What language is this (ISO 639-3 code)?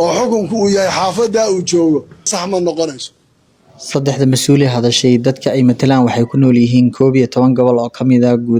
som